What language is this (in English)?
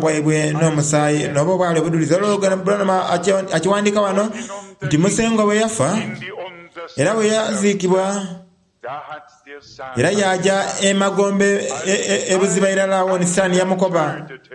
Soga